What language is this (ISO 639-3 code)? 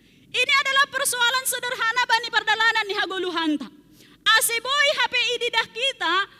bts